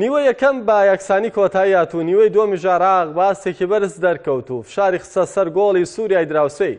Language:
Central Kurdish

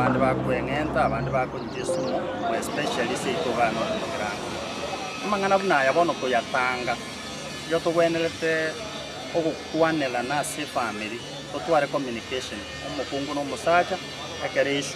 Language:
Gusii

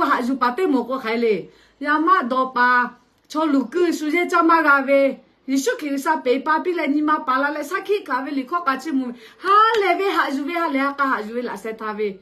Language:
Lahu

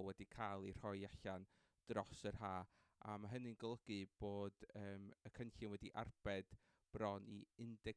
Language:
Welsh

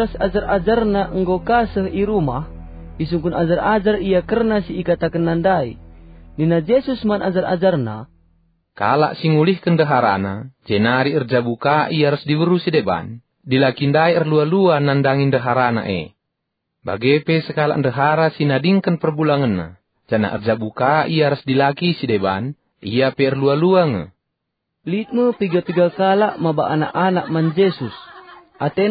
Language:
Batak Karo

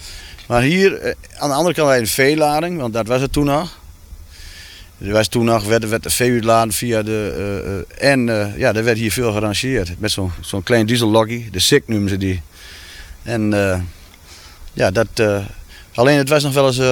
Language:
Dutch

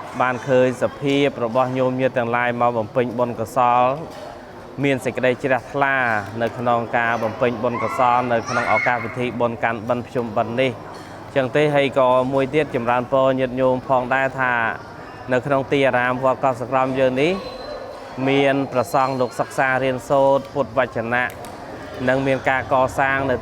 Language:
Khmer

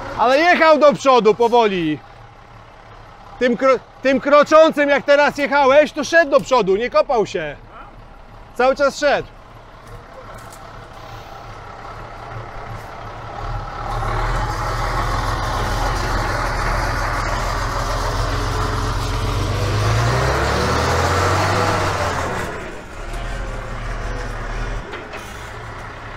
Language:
Polish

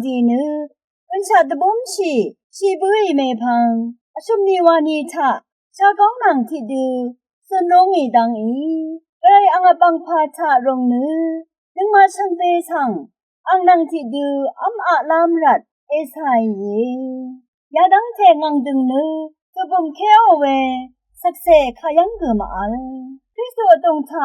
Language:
Rawang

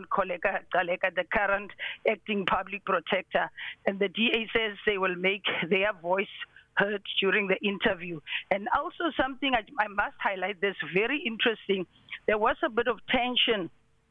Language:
English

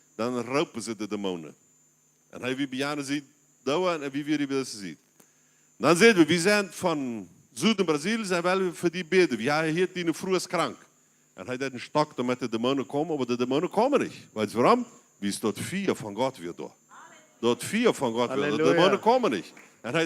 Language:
Plautdietsch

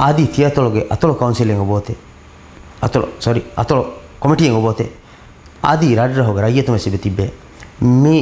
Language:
Divehi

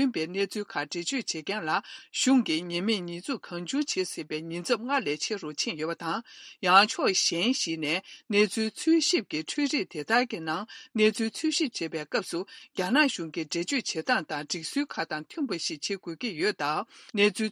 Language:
Tibetan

